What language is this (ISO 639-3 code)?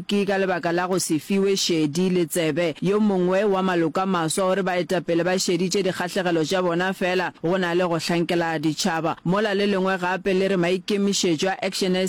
nso